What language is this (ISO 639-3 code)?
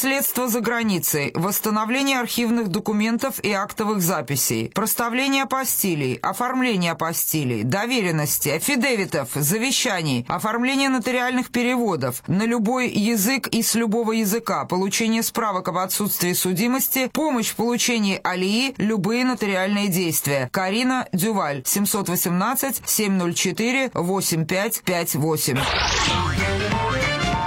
rus